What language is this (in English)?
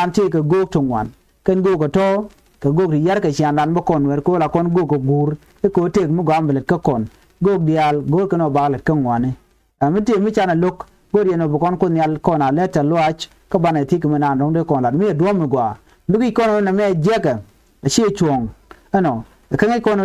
Nuer